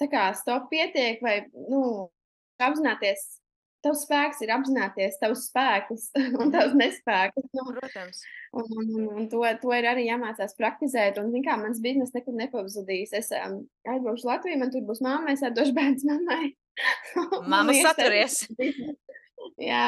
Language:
Latvian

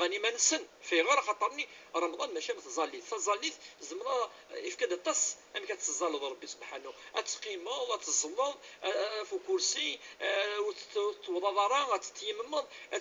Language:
Kabyle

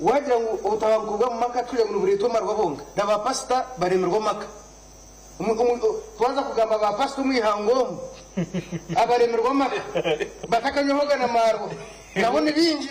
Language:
Nyankole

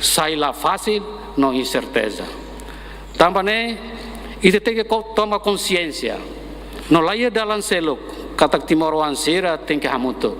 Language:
Tetum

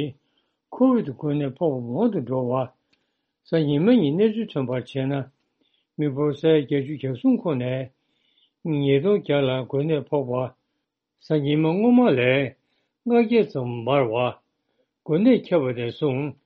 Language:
Tibetan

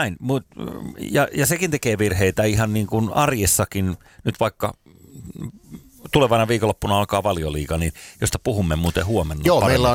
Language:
Finnish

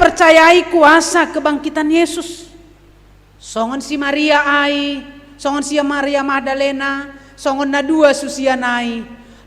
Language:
Batak Simalungun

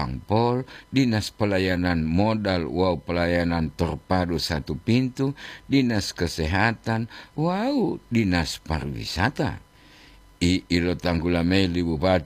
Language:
Gorontalo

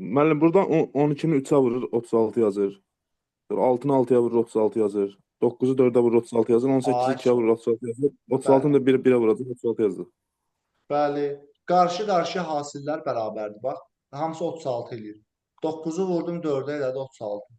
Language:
Azerbaijani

